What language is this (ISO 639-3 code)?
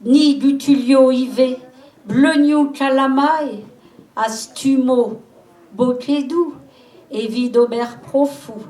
bre